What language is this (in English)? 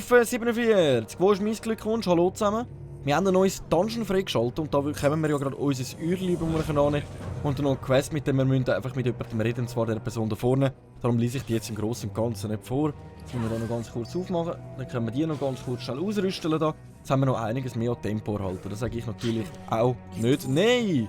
Swiss German